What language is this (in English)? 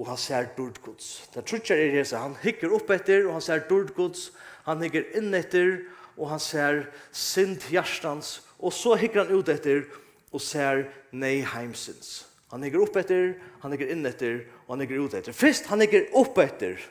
Faroese